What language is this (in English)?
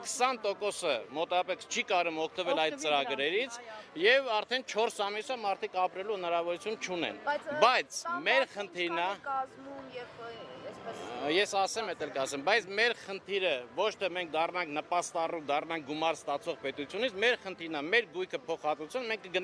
Armenian